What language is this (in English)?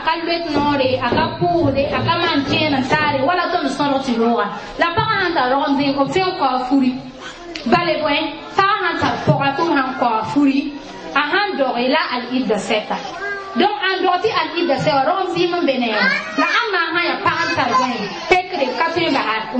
Mossi